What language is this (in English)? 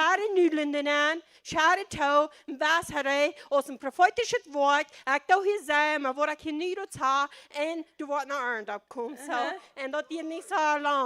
Plautdietsch